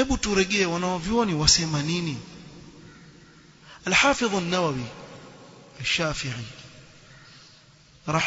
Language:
Swahili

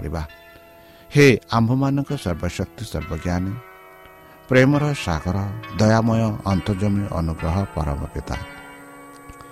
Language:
Odia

